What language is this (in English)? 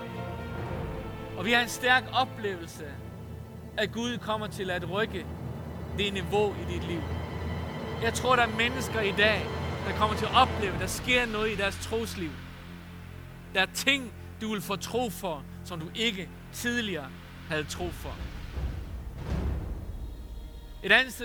Danish